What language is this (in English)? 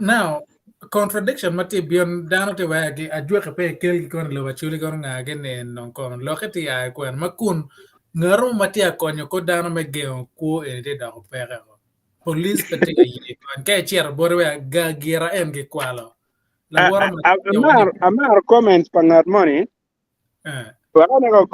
Acoli